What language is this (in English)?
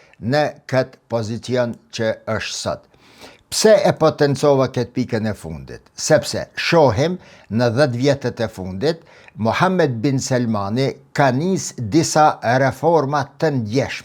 Albanian